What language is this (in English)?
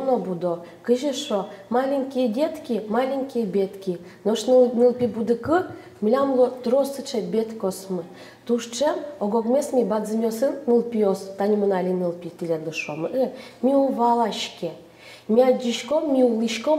Udmurt